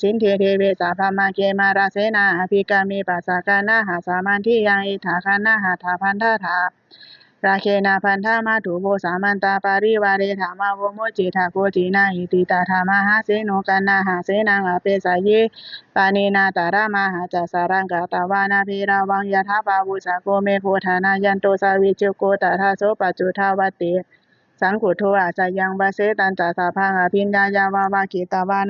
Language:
Pali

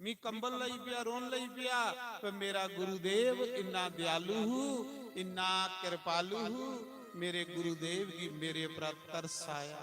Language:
Dogri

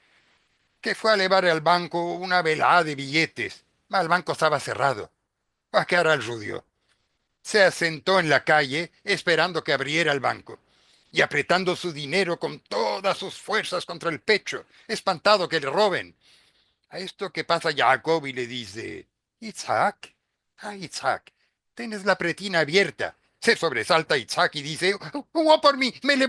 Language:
Ladino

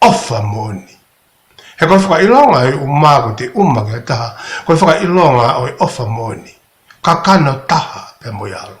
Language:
Tongan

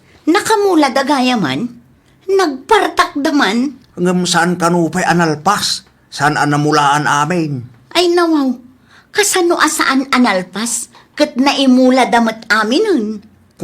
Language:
Iloko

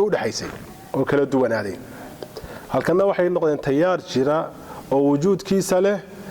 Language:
Somali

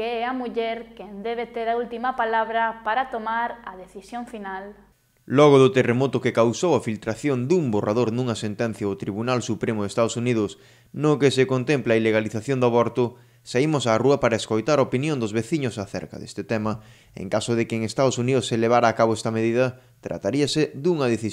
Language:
Galician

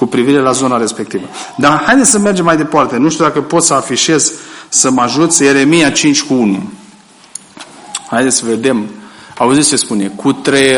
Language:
Romanian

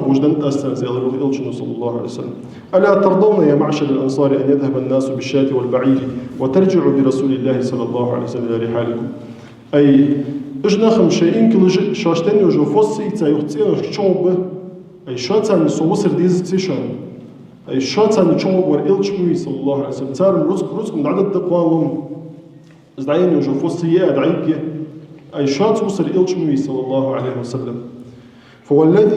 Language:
Ingush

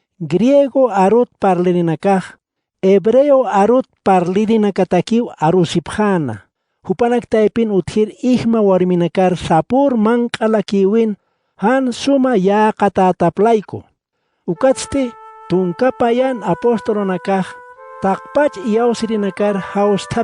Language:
Aymara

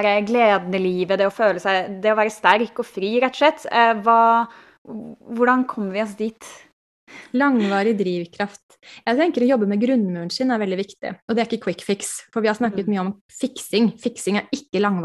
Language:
Norwegian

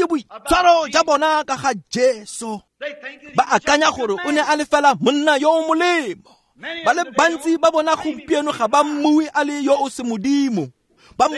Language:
Tswana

